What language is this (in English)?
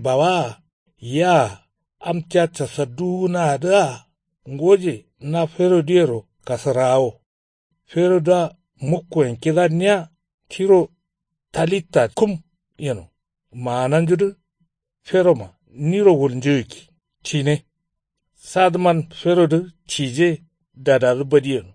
Kanuri